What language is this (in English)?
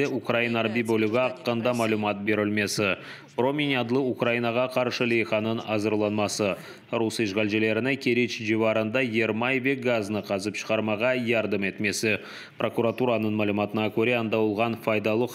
Crimean Tatar